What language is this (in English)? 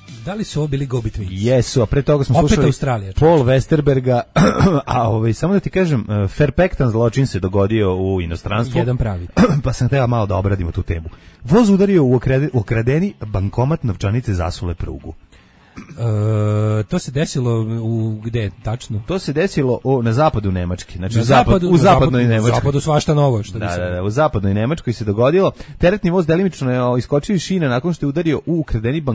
Serbian